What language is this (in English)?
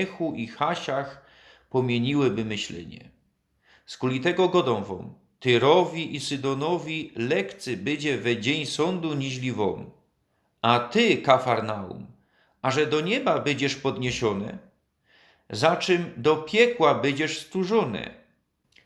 Silesian